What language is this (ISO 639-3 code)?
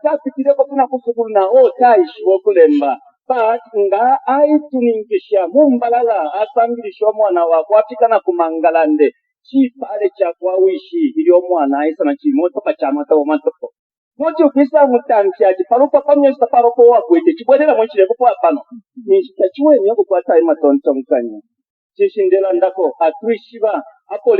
bem